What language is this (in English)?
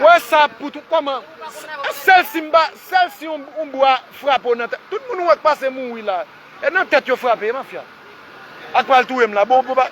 Haitian Creole